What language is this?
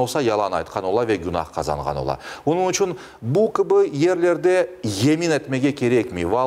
Crimean Tatar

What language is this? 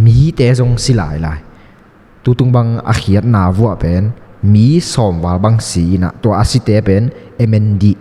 Tedim Chin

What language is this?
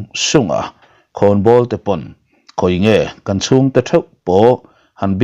Mizo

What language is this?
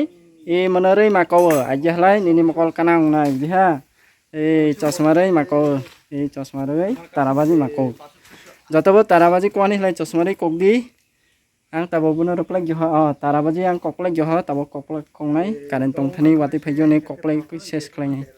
Kok Borok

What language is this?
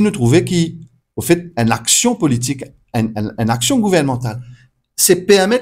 Morisyen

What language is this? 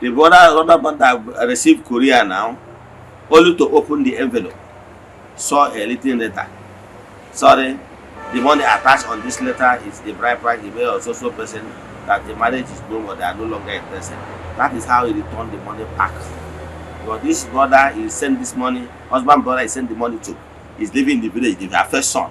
Igbo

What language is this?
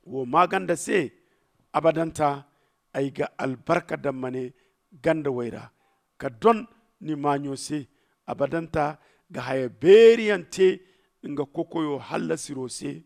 Zarma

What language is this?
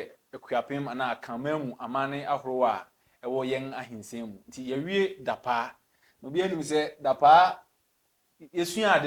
Akan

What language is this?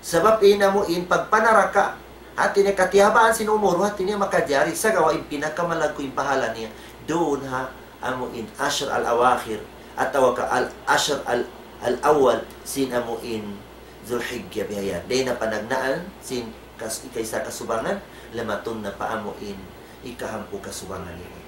Tausug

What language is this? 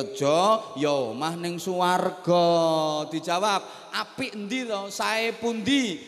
Javanese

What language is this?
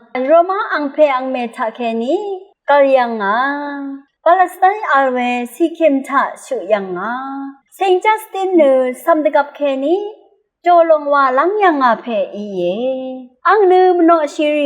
Rawang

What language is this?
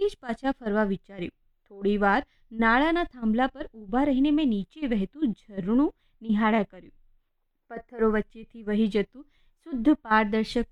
Gujarati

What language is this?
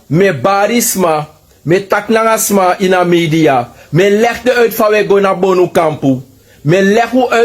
Sranan Tongo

